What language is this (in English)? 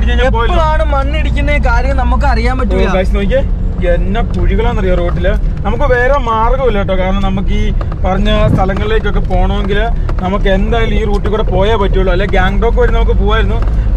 Malayalam